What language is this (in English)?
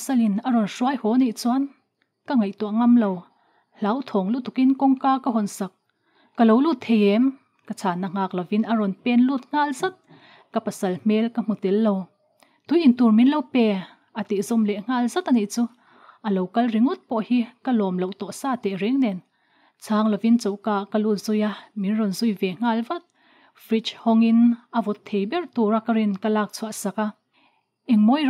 Mizo